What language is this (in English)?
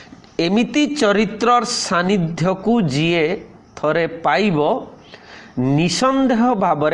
Odia